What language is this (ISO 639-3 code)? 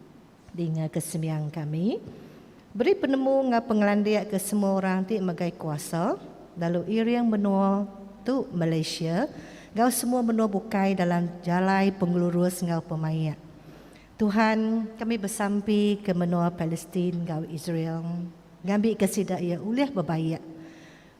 iba